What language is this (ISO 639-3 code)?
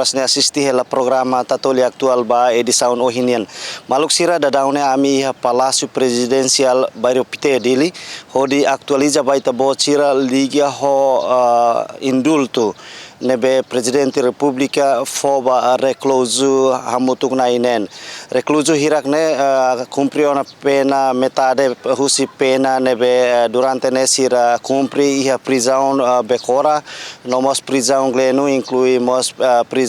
tet